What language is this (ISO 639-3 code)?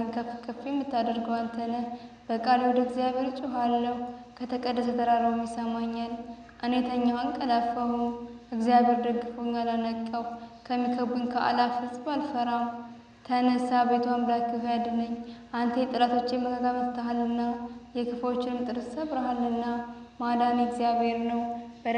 amh